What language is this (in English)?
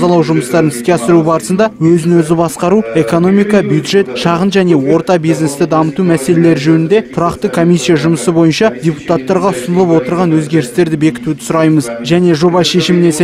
Kazakh